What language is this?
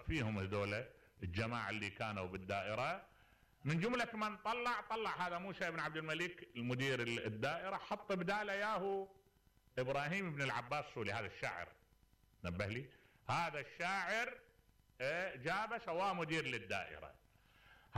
Mesopotamian Arabic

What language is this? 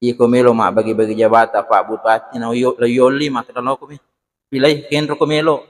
Buginese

